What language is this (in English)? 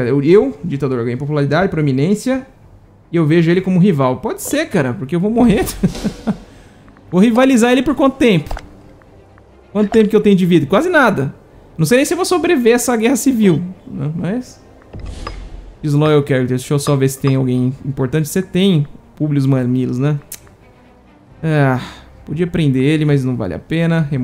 Portuguese